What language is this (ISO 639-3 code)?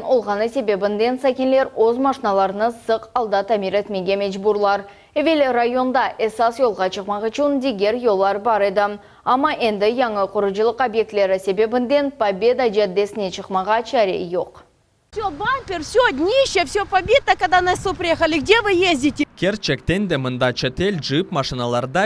crh